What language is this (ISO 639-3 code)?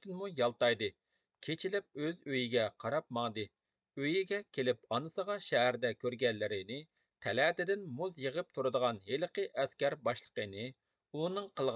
uig